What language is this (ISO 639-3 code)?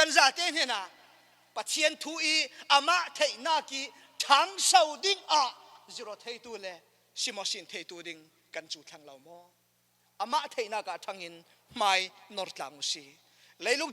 cfm